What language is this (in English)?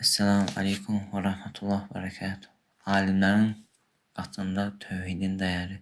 Azerbaijani